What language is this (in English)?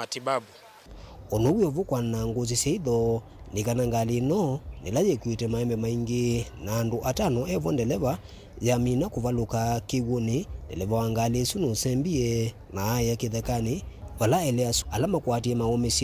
Kamba